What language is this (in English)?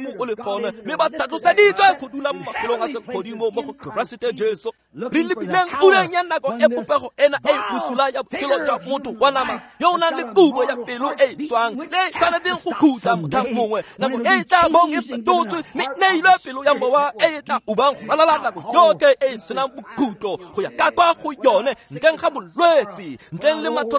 Tswana